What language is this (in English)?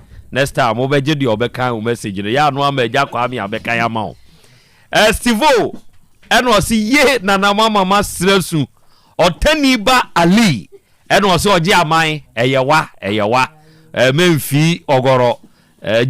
Akan